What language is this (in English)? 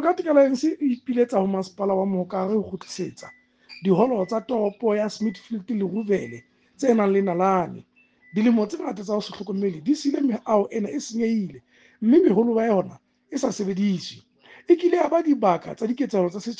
Southern Sotho